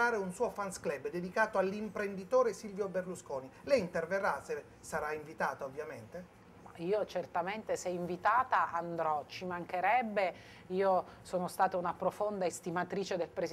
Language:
Italian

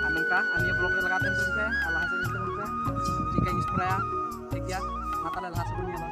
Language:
Santali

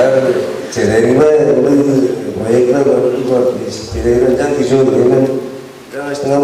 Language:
Tuvinian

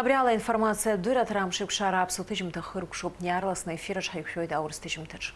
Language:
Abkhazian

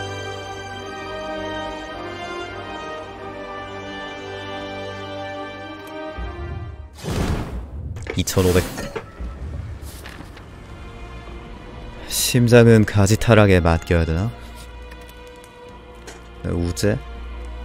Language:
Korean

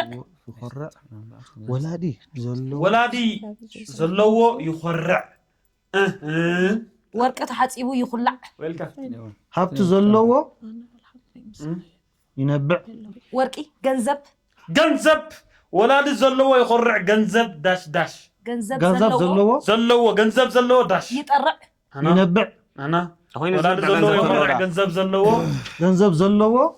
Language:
Tigrinya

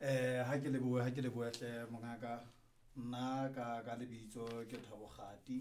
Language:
Southern Sotho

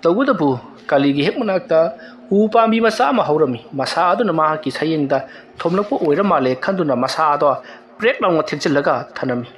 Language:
Manipuri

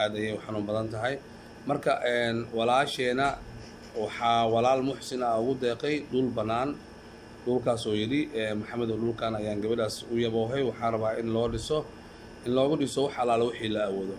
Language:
Somali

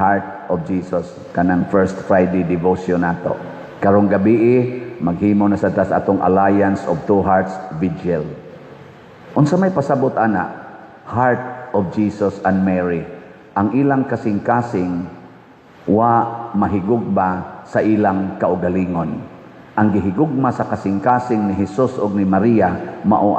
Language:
Cebuano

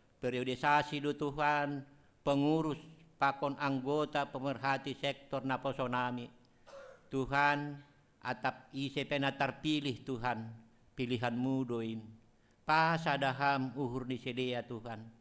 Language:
Batak Simalungun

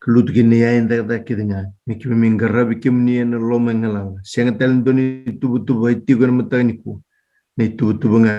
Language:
Fijian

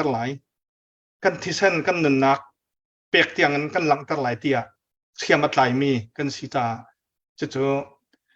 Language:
Hakha Chin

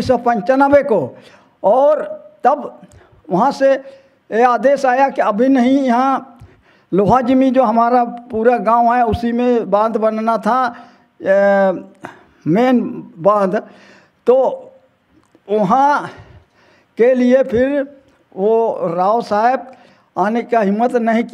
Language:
Hindi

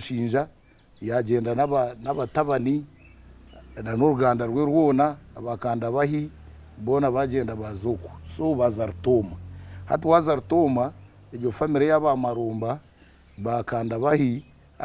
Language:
Nyankole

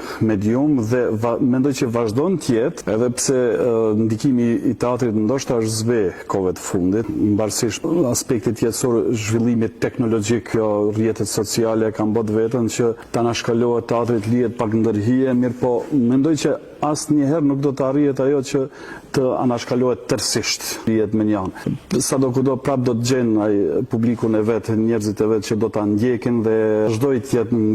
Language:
Albanian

